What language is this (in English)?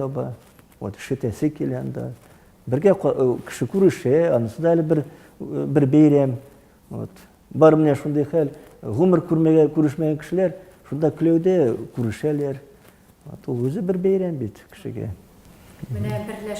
Tatar